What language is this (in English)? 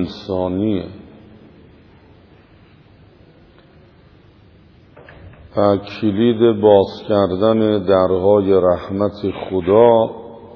Persian